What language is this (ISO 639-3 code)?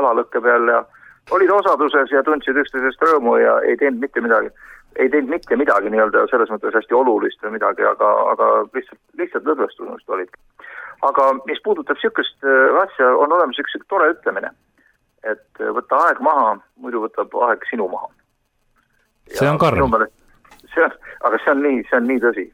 est